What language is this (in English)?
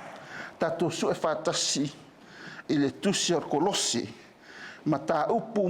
Samoan